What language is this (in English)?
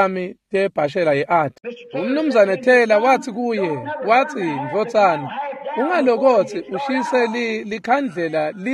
Swati